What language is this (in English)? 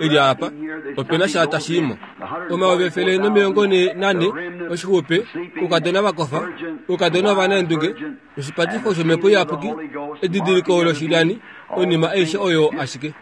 Kuanyama